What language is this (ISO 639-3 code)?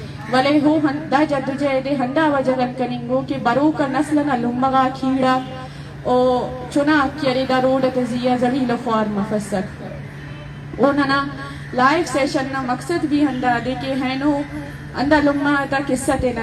bgp